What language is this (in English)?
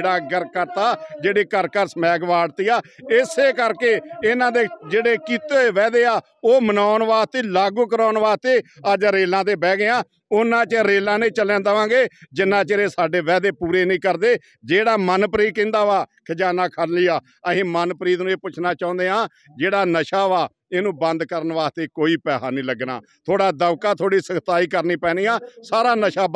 Punjabi